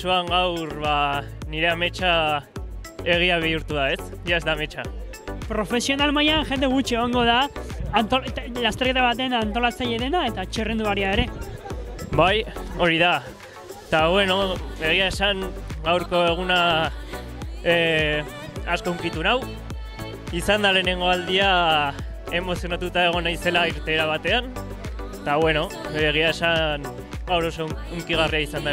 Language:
Basque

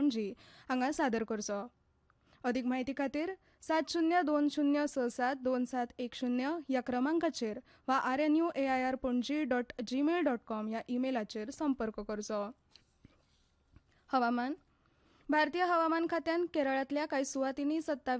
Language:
Konkani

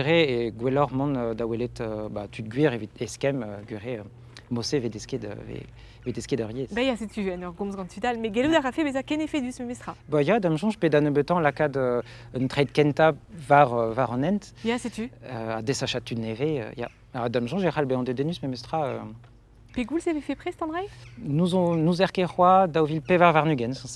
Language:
Breton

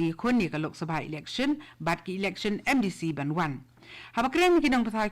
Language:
Khasi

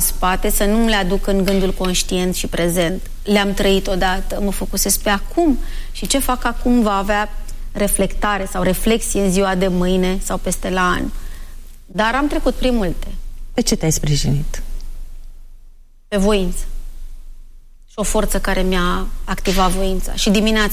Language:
Romanian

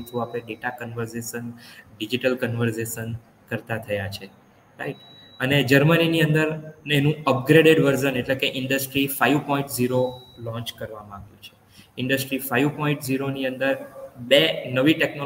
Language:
Gujarati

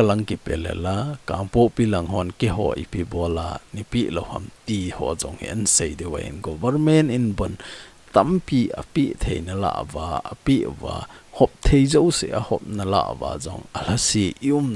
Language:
Thado Chin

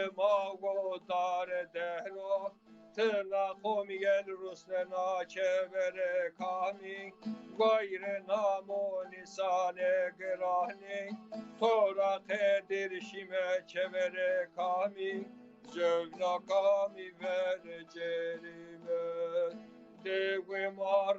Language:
Zaza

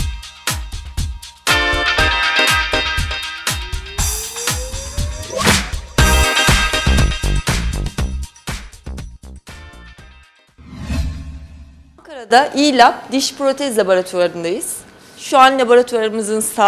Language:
Turkish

